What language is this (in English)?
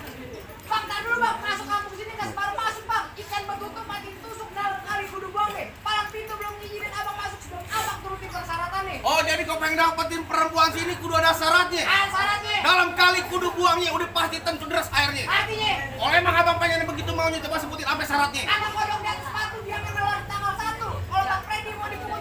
Betawi